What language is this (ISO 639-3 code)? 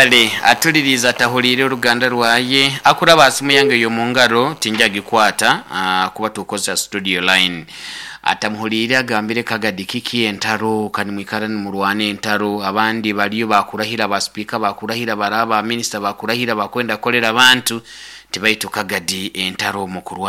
nyn